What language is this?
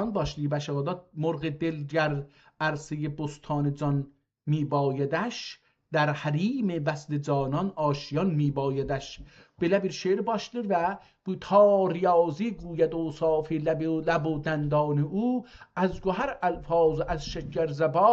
South Azerbaijani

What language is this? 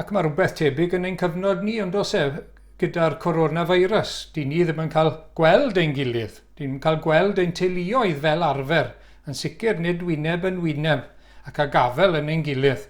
Welsh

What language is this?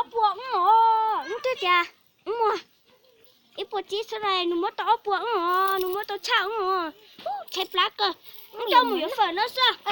Hmong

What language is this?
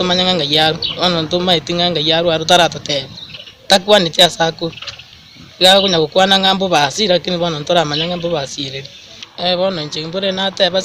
Gusii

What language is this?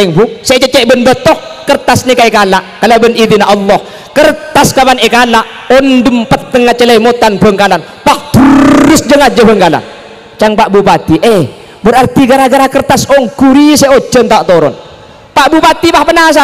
Madurese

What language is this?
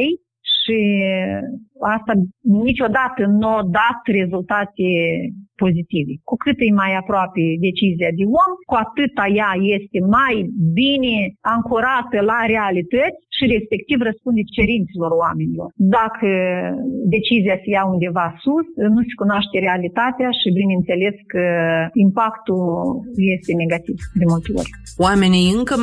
Romanian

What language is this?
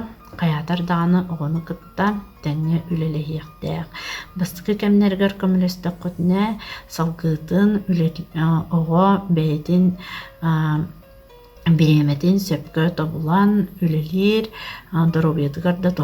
Yakut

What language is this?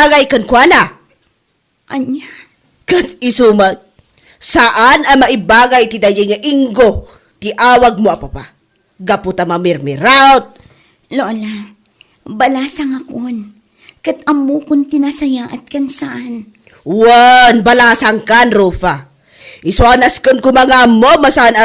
Iloko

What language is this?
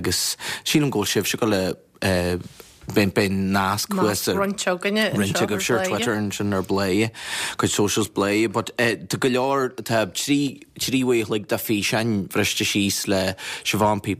Irish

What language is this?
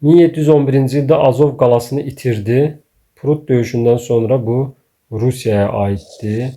Azerbaijani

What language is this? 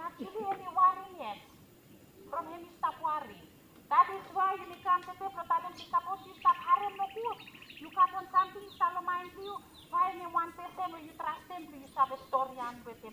Bislama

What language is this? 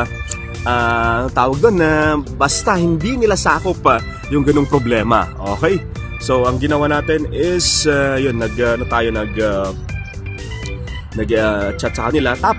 Filipino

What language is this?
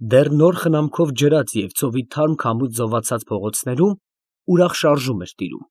Armenian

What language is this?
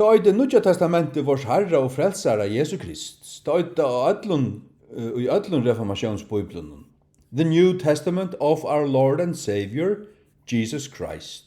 Faroese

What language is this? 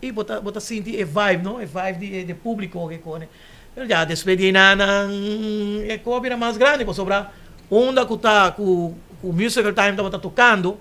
Papiamento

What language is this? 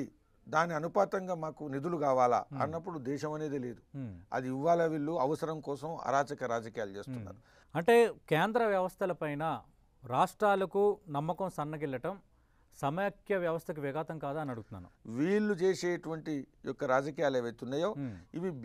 Telugu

